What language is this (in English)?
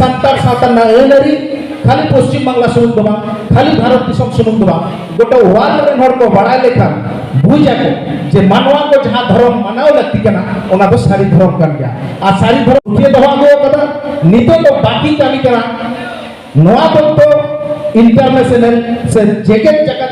Santali